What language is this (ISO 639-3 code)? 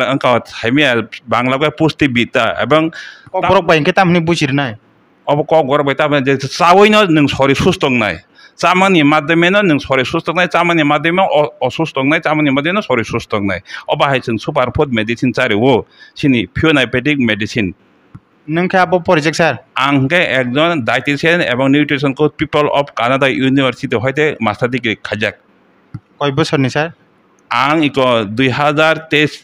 trp